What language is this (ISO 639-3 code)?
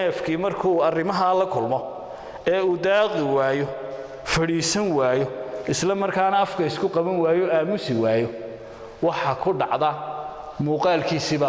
som